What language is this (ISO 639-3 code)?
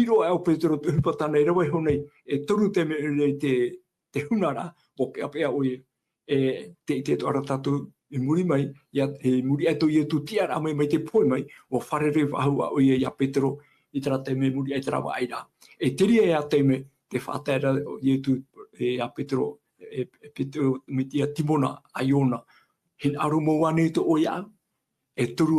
tah